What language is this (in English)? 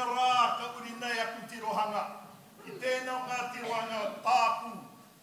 Māori